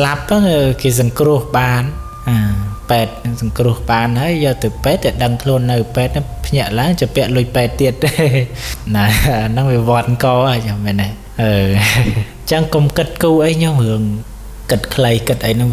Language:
Khmer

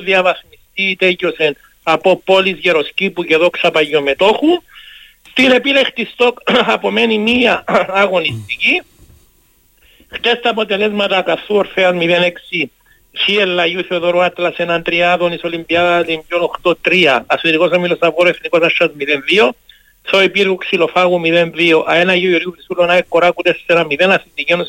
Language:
Greek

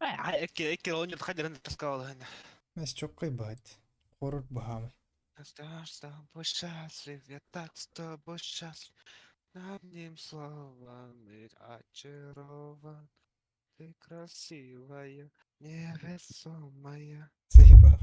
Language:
Yakut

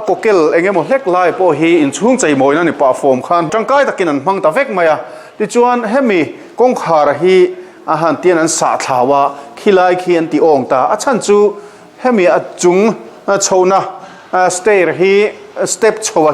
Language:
Mizo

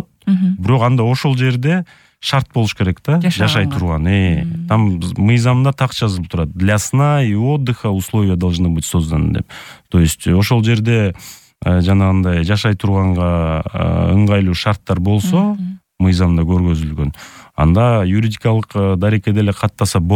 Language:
Kyrgyz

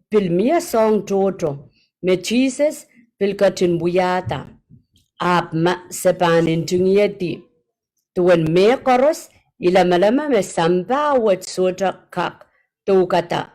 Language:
Pohnpeian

